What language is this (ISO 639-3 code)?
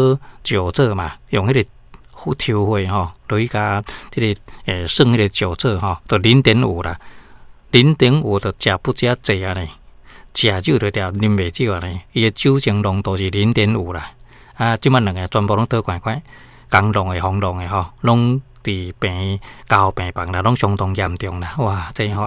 nan